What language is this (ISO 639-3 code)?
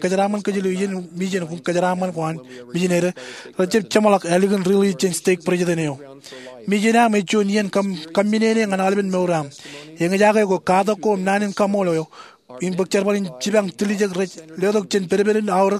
mah